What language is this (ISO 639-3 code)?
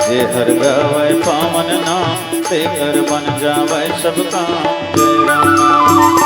hne